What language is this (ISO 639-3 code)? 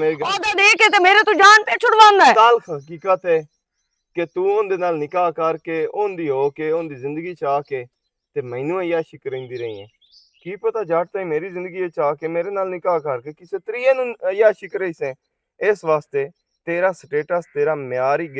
lah